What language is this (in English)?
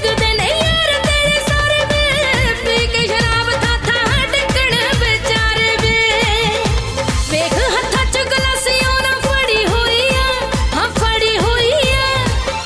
Punjabi